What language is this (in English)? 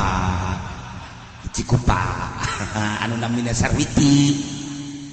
Sundanese